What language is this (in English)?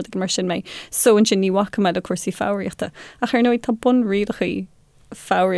Irish